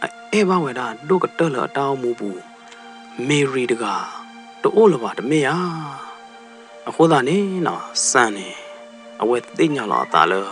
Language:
S'gaw Karen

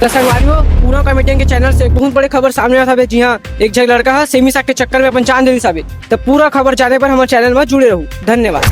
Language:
Chhattisgarhi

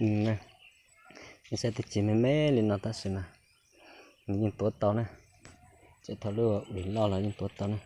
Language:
Hmong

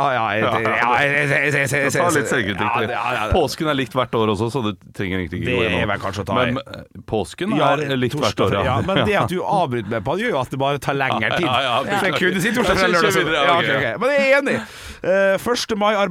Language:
Norwegian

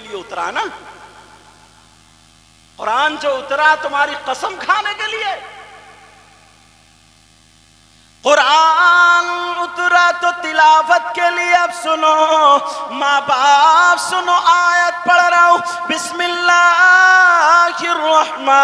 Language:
Urdu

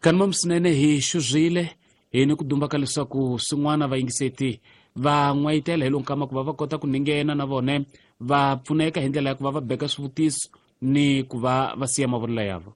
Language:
Tsonga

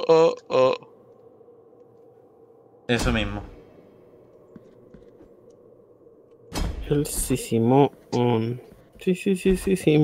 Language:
Spanish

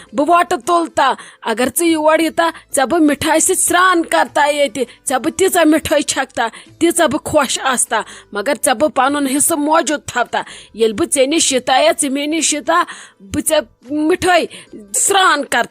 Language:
Kashmiri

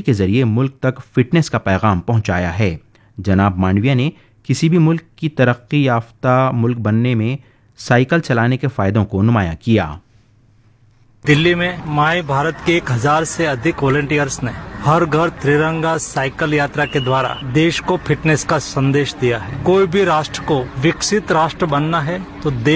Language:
Urdu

